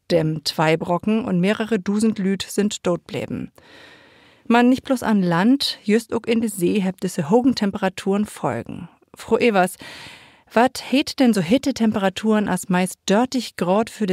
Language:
Low German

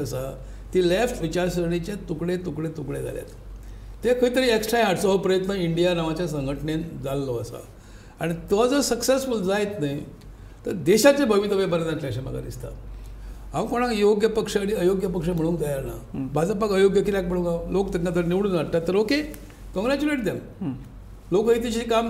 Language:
Konkani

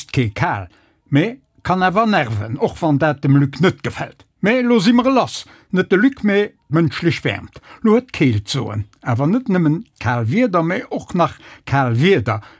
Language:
Luxembourgish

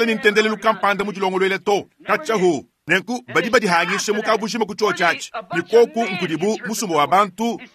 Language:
Luba-Lulua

